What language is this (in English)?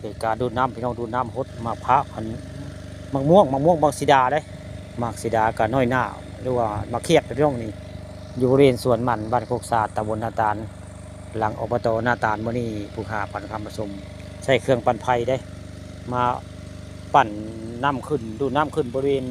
Northeastern Thai